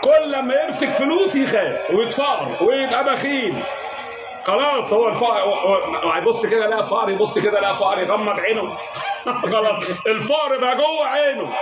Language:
Egyptian Arabic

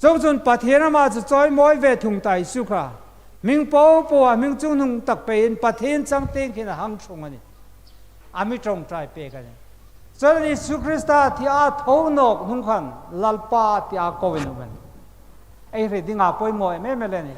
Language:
Hmar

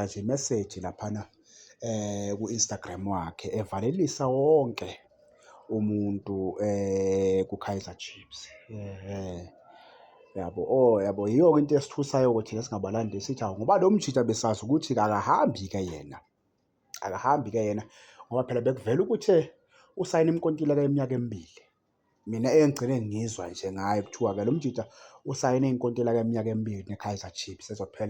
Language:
Zulu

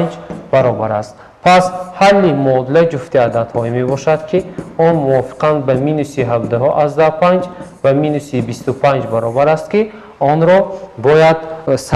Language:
Tajik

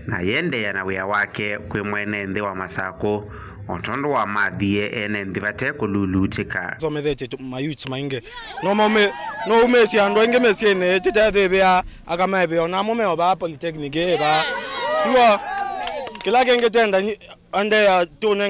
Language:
Kamba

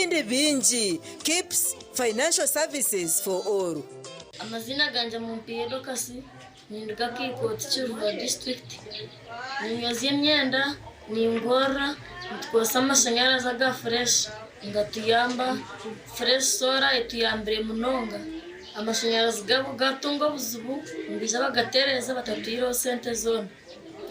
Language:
Nyankole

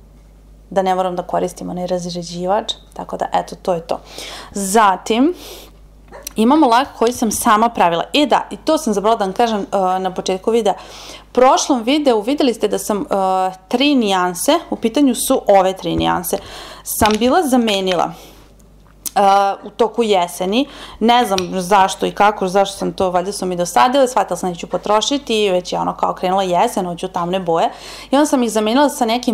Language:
Serbian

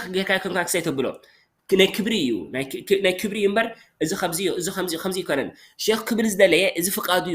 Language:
Tigrinya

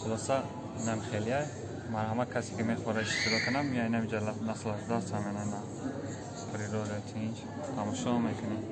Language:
Tajik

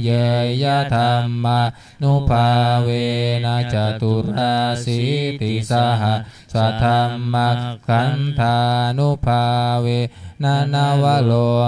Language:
Pali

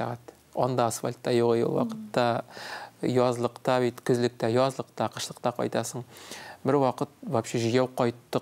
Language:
Tatar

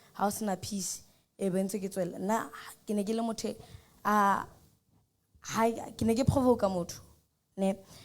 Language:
Southern Sotho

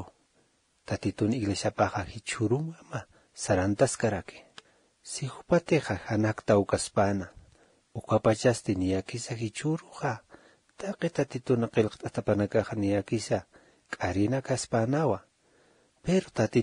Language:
Aymara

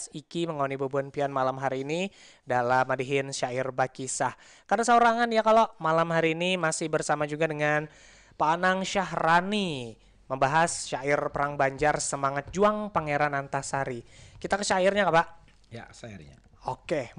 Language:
Banjar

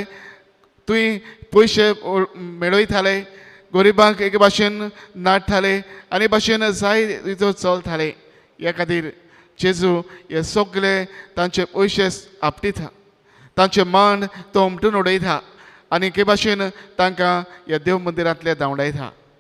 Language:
Konkani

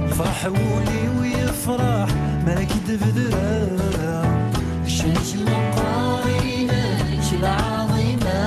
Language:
Kabyle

